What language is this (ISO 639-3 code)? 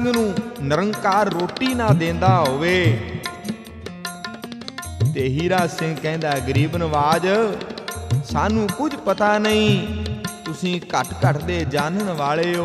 pan